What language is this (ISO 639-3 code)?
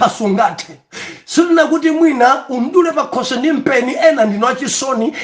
nya